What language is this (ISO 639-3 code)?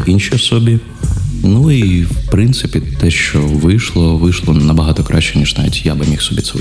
ukr